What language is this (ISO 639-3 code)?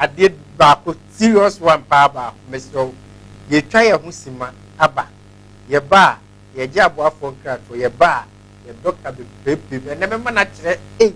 aka